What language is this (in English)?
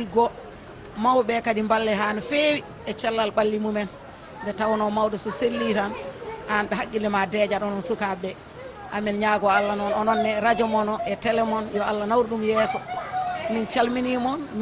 Fula